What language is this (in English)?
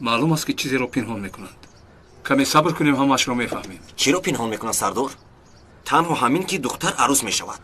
Tajik